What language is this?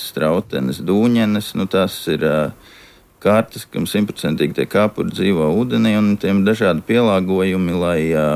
Latvian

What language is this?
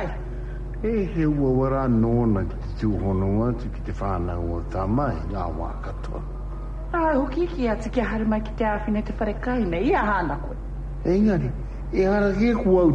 Māori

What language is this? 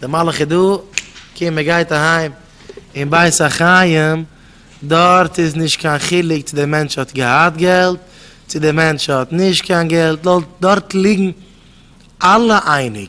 Yiddish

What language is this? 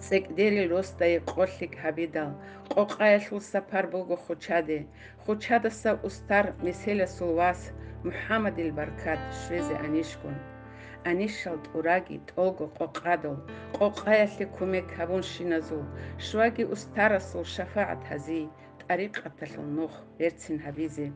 Avaric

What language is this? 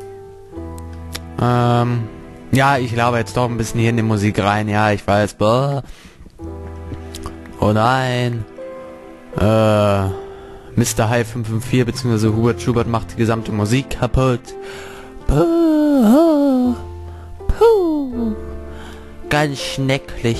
German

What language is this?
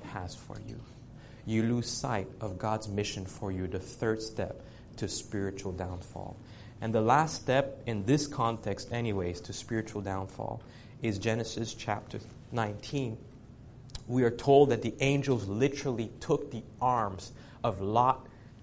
English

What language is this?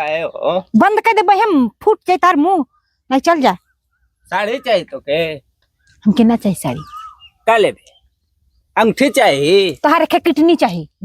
Bhojpuri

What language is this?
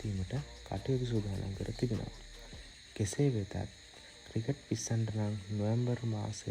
Sinhala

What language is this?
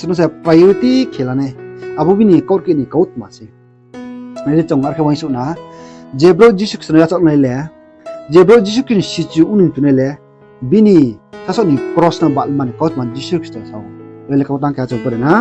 Riang (India)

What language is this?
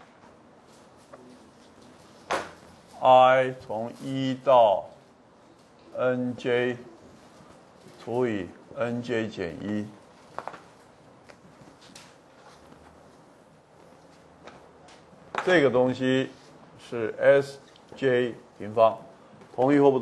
Chinese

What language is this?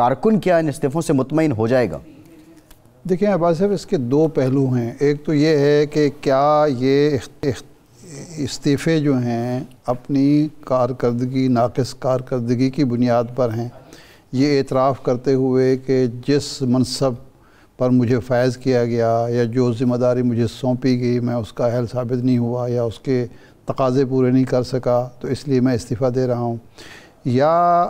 Urdu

